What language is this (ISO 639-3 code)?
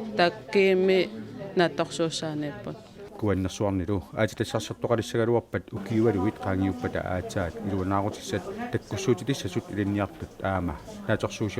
kal